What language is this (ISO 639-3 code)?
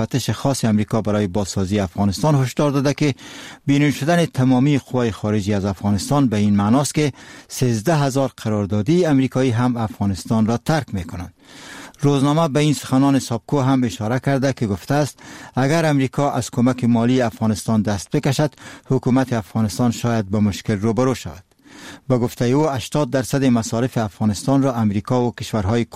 fas